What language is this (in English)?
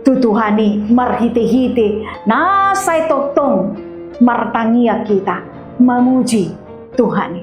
Batak Toba